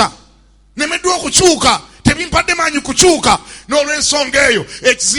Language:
Ganda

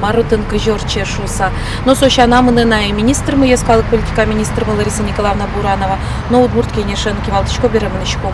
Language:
Udmurt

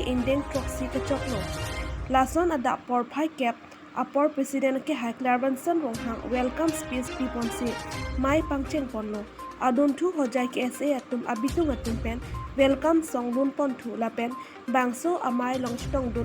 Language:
Karbi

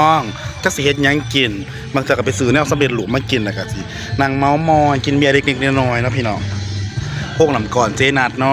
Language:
Northeastern Thai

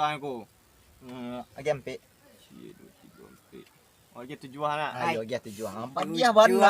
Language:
Minangkabau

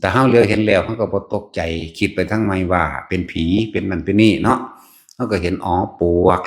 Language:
Northeastern Thai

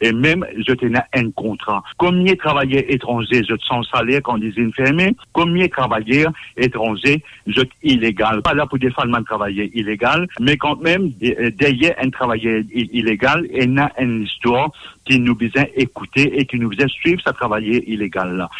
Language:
Morisyen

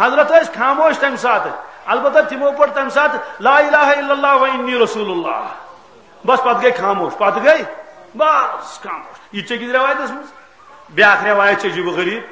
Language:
Kashmiri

